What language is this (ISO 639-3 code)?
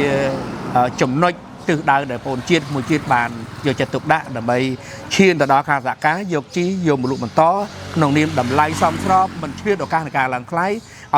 khm